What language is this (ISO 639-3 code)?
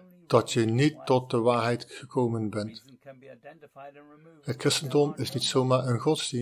nld